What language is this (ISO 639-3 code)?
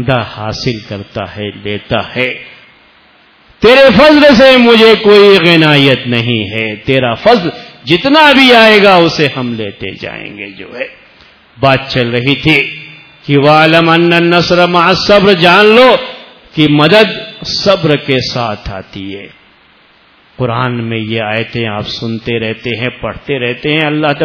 urd